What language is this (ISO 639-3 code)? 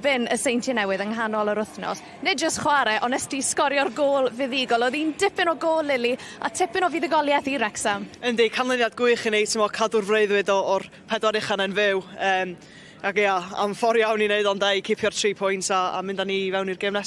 cym